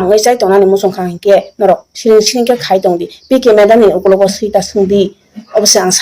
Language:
Kok Borok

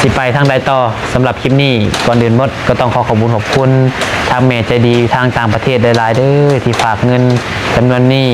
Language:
Lao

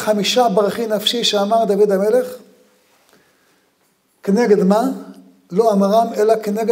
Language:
Hebrew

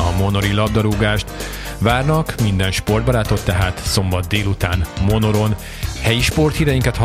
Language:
Hungarian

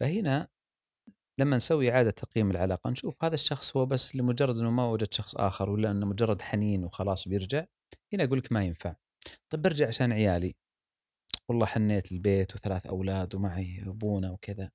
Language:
Gulf Arabic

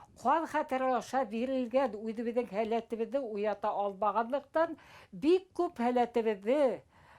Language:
Bashkir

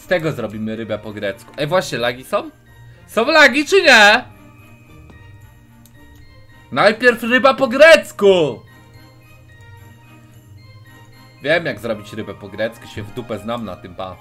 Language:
Polish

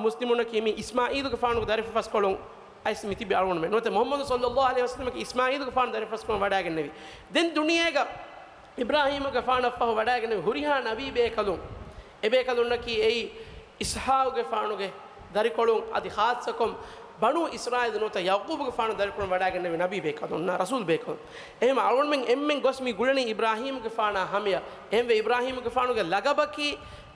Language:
Divehi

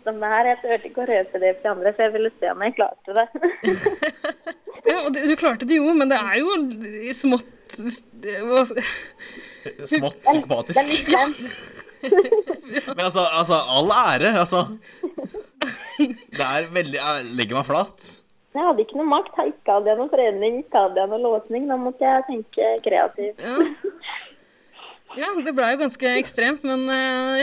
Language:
Norwegian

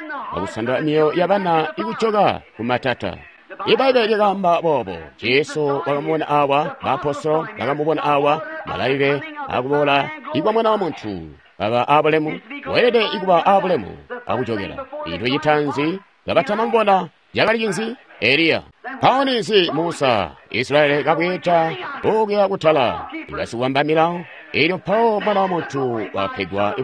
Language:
Tonga (Zambia)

